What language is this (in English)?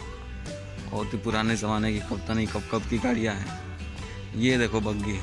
Hindi